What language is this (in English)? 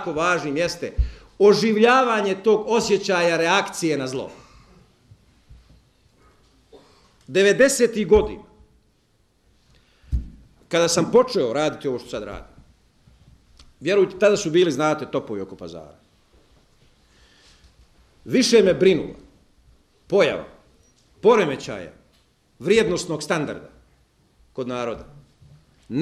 Bosnian